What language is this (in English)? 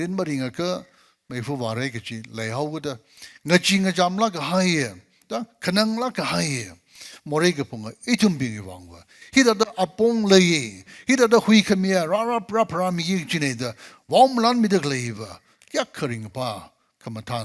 Tangkhul Naga (India)